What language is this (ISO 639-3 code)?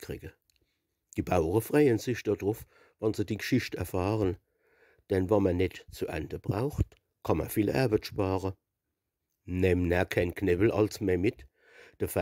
pfl